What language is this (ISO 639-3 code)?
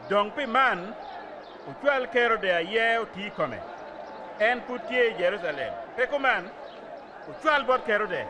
ach